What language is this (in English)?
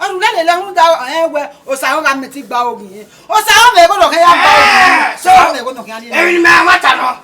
Bini